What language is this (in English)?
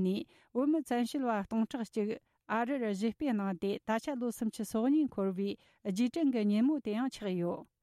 Tibetan